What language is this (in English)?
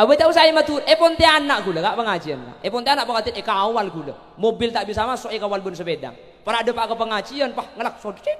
Madurese